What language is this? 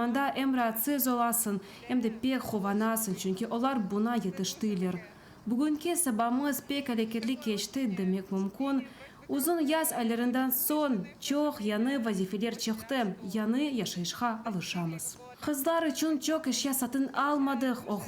Crimean Tatar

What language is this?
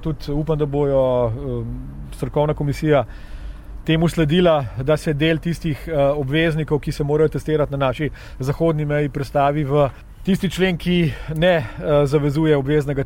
Slovenian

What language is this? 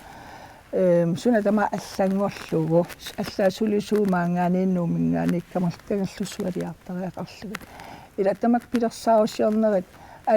Kalaallisut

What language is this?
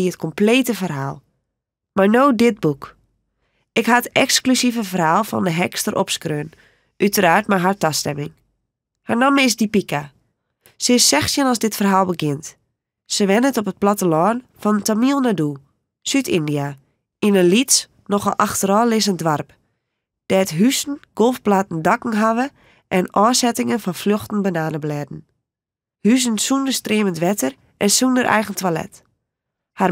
Western Frisian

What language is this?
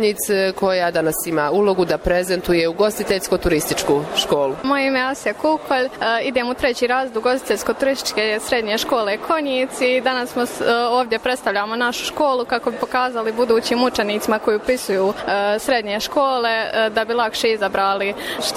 Bosnian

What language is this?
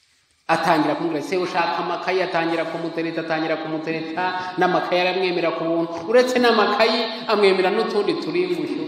Kinyarwanda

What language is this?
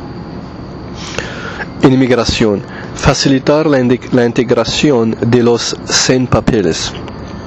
Spanish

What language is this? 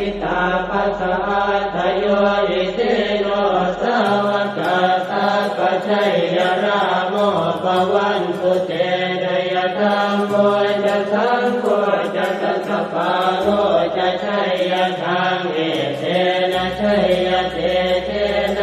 Pali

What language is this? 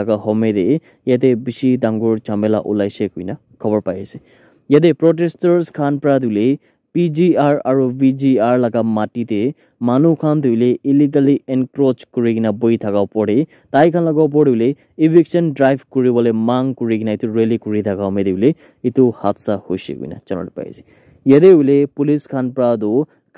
Naga Pidgin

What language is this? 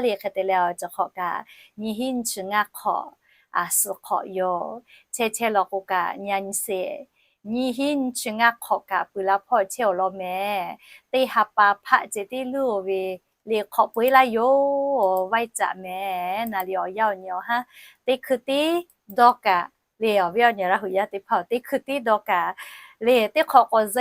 Lahu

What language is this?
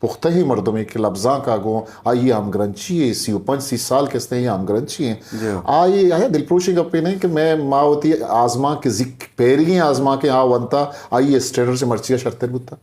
Eastern Balochi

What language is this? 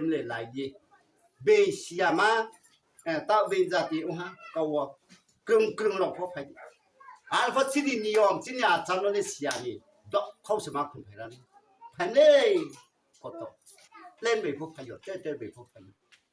Riang (India)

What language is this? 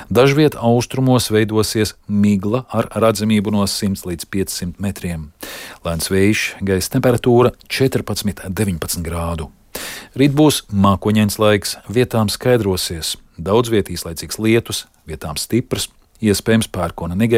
Latvian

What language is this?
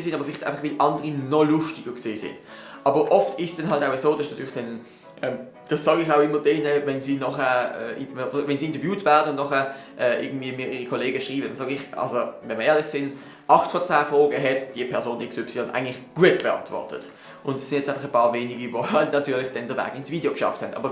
Swiss German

